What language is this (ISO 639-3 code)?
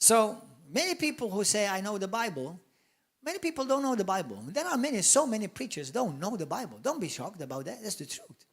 eng